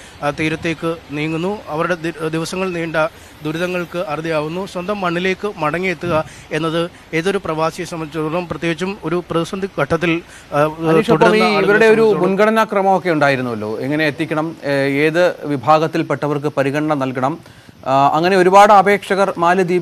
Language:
Malayalam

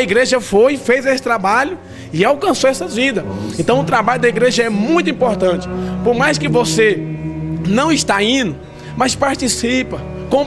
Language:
Portuguese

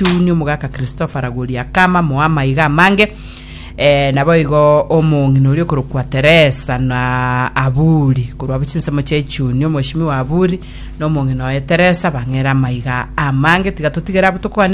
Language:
Gusii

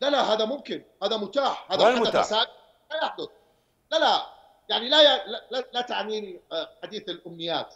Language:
Mesopotamian Arabic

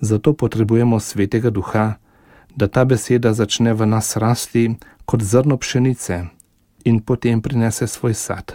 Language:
Slovenian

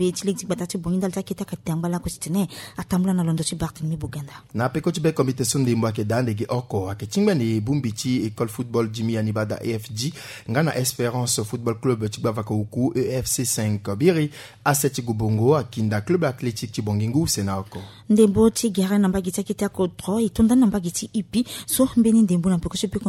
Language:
Sango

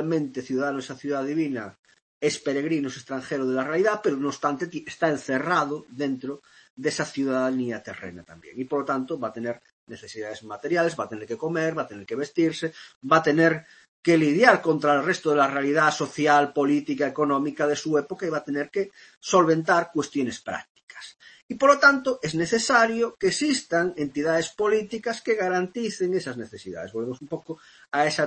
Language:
Spanish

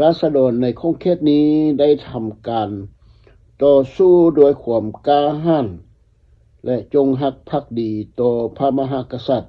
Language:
Lao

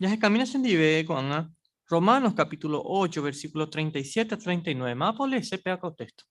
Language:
Guarani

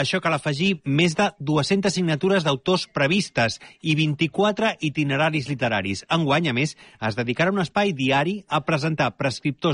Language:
Catalan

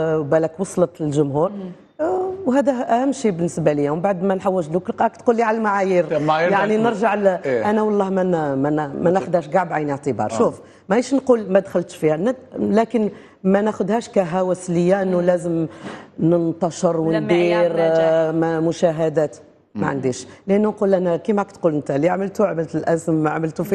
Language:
Algerian Arabic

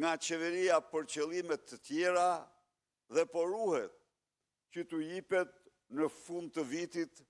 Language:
Albanian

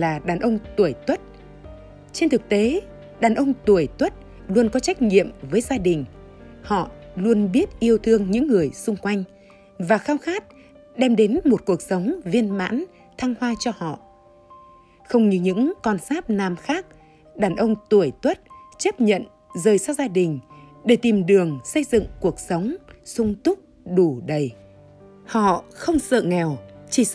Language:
Vietnamese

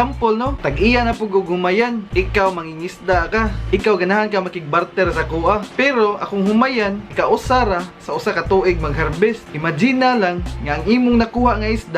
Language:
Cebuano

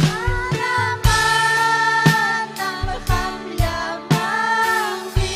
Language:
Ayacucho Quechua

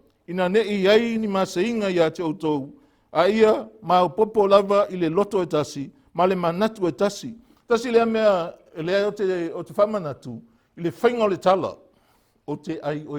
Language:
Samoan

